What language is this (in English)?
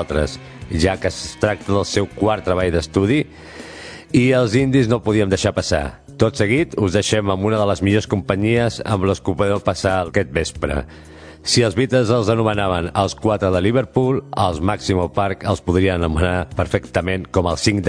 Catalan